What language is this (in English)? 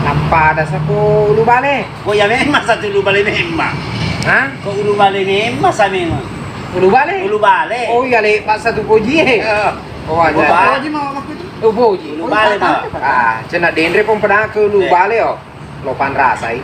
Buginese